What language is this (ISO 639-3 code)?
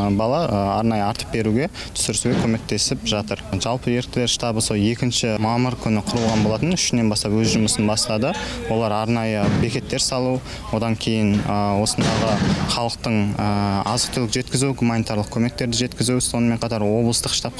kaz